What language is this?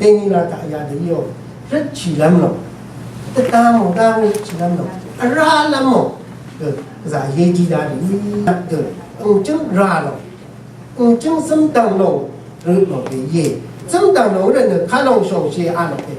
Rawang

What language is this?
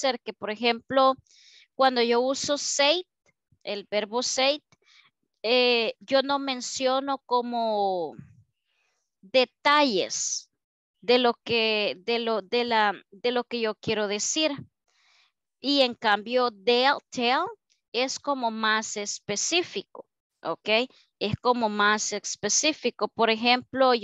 Spanish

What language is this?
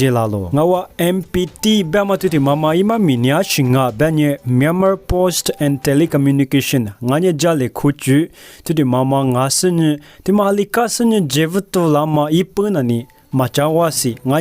Lisu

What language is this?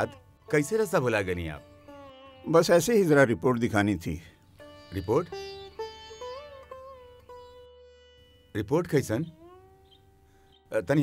Bhojpuri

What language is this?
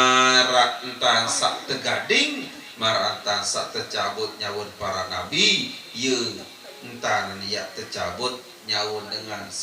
Sasak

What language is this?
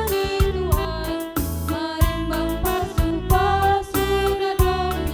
Batak Simalungun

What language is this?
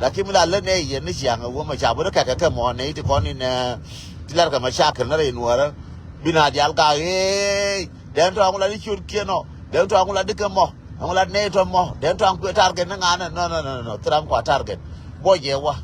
Nuer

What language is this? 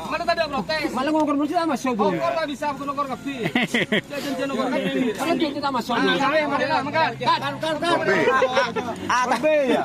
Madurese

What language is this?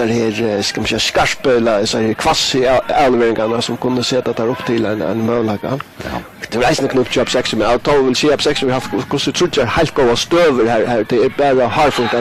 Faroese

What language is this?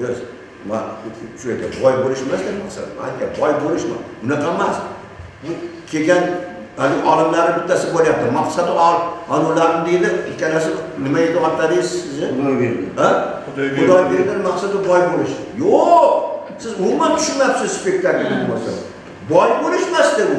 Uzbek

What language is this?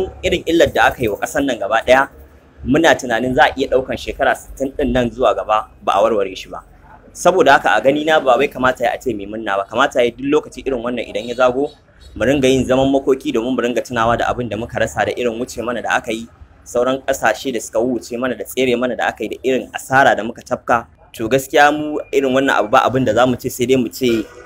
Hausa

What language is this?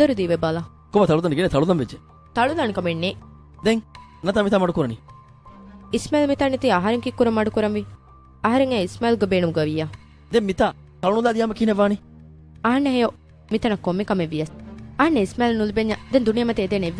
Divehi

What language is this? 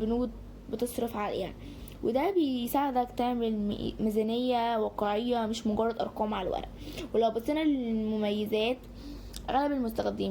Egyptian Arabic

